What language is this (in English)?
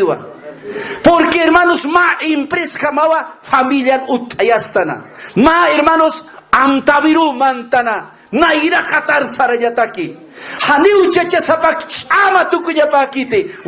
Aymara